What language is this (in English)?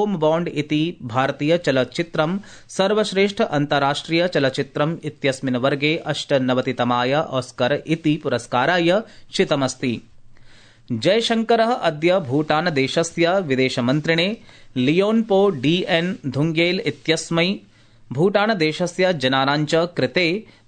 Sanskrit